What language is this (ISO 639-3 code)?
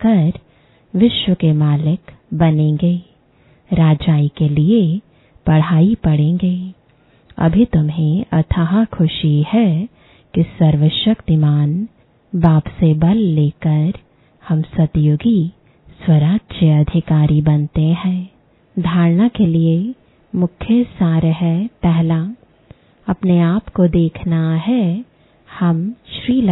hin